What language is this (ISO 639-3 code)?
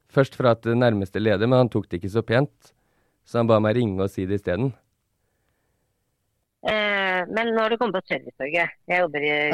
nor